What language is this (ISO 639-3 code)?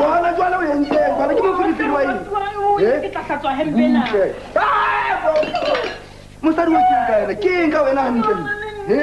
sot